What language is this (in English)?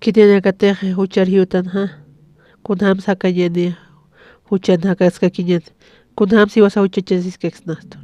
Aymara